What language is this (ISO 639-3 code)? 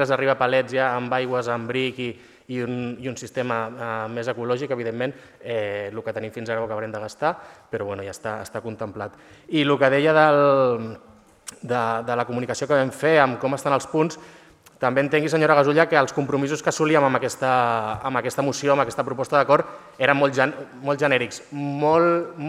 cat